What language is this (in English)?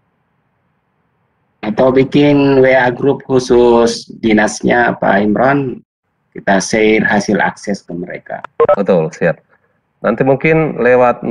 Indonesian